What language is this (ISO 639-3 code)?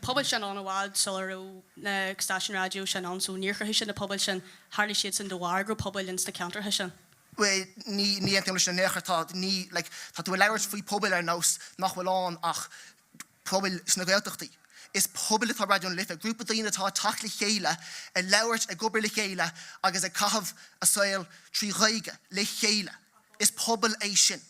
gle